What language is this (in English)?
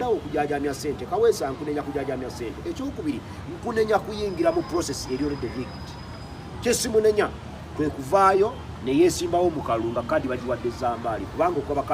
Ganda